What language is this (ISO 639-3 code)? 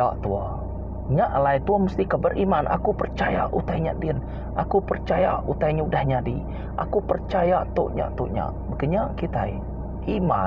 iba